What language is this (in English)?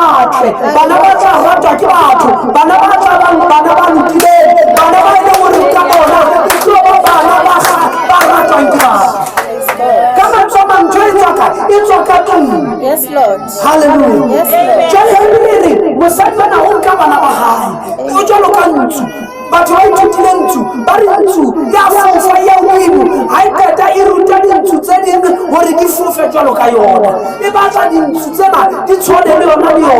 Southern Sotho